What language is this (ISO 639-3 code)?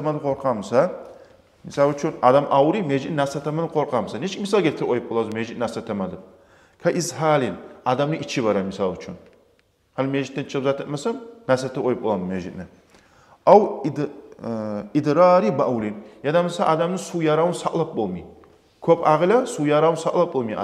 kum